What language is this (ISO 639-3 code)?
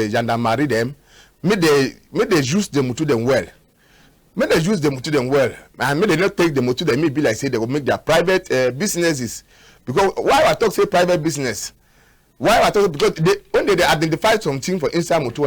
wes